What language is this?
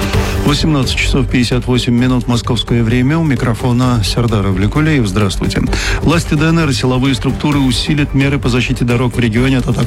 Russian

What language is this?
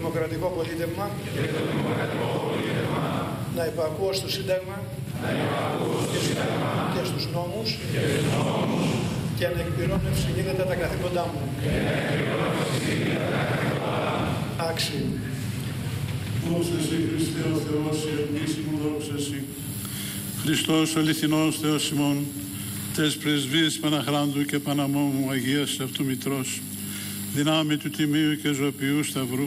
Greek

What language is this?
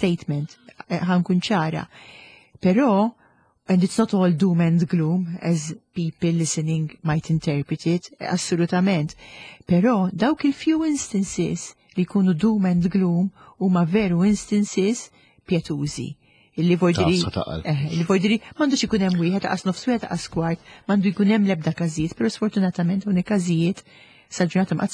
Maltese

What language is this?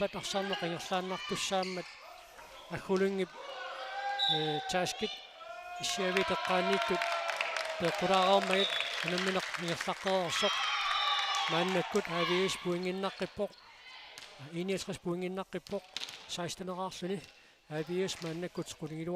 Kalaallisut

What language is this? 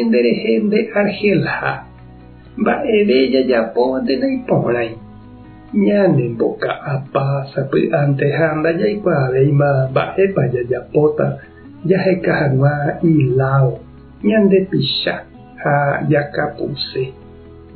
Guarani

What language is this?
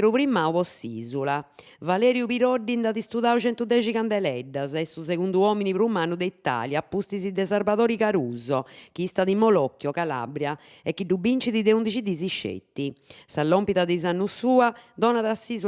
Sardinian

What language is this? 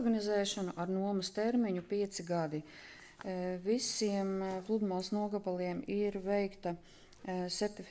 Latvian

